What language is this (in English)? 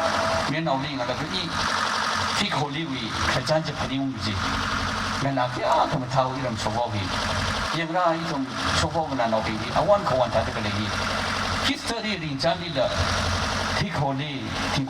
Tangkhul Naga (India)